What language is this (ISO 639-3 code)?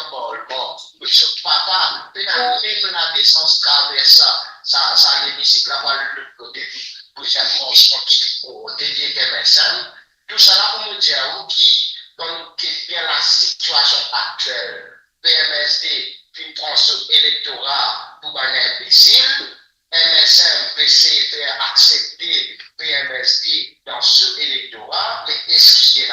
mfe